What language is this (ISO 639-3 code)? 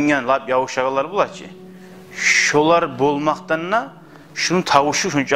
kum